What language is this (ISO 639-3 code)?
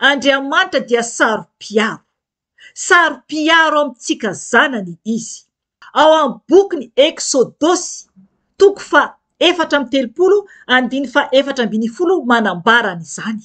mlg